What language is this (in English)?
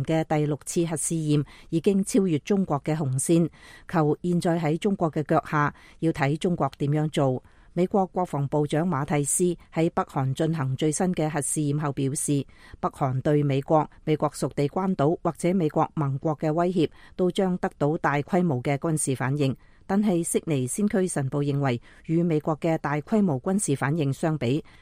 Cantonese